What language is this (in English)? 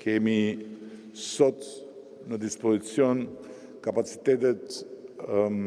Albanian